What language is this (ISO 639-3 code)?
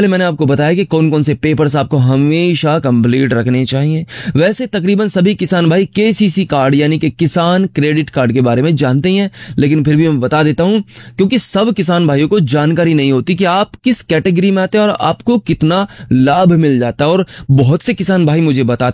hin